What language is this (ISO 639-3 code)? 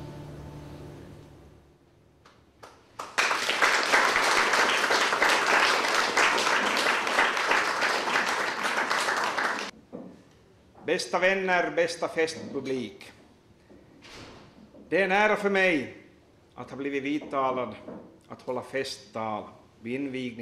swe